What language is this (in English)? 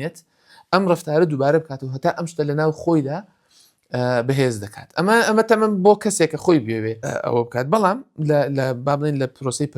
Central Kurdish